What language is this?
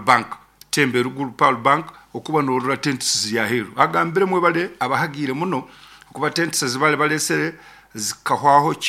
Nyankole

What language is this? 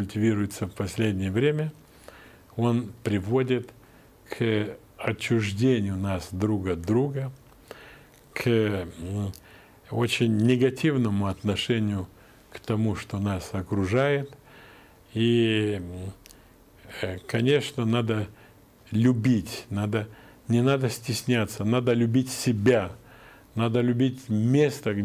Russian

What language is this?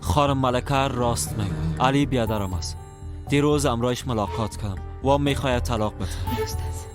Persian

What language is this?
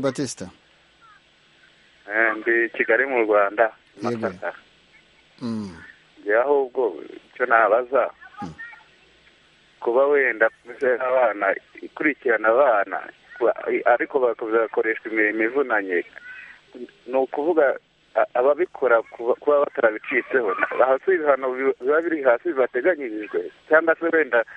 Kinyarwanda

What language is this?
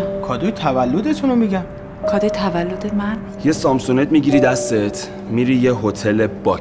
Persian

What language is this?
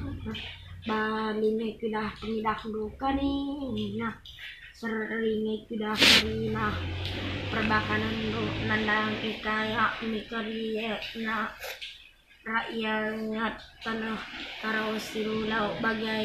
Batak Karo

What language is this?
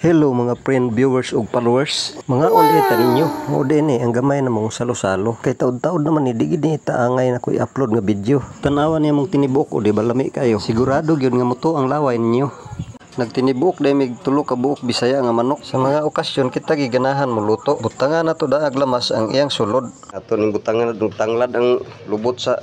Cebuano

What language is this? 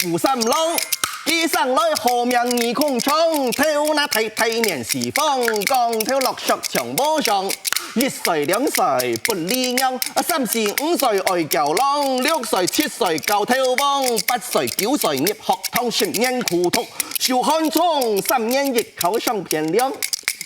Hakka Chinese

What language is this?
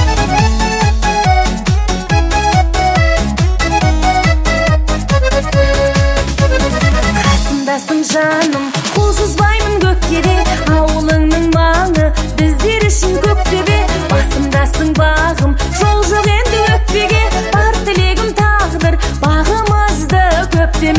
Kazakh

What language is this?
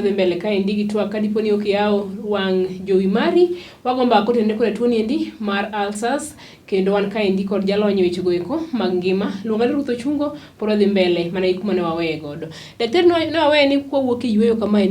Luo (Kenya and Tanzania)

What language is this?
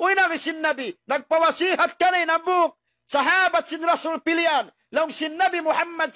Tausug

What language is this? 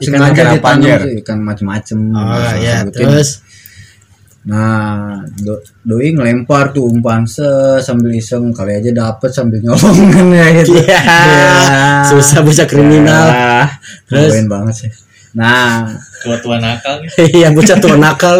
Indonesian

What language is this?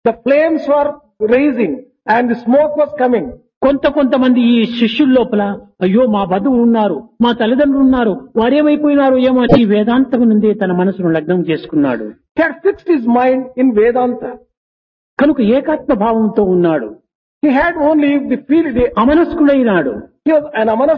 Telugu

